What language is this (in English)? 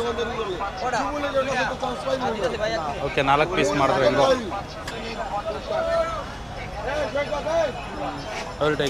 Kannada